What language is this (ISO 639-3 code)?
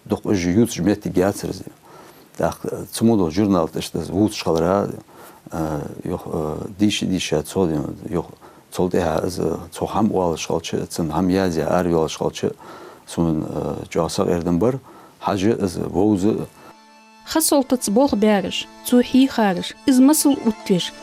inh